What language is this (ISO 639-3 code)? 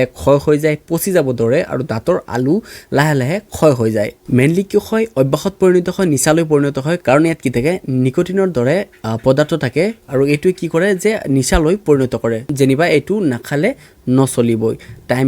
asm